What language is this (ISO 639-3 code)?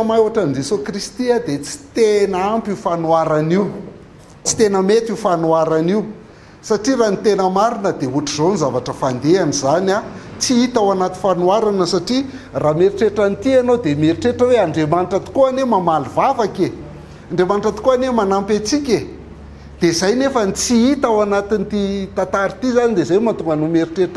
mlg